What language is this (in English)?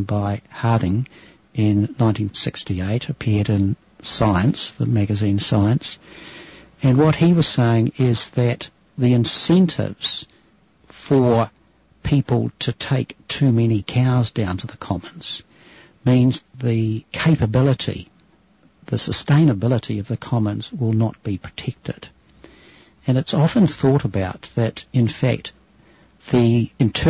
English